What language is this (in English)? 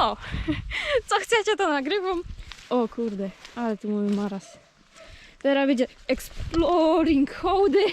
Silesian